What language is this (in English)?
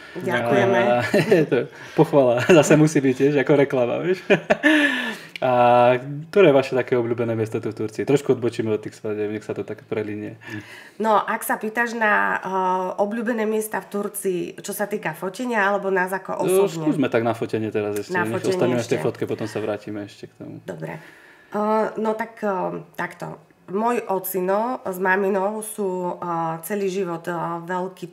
Slovak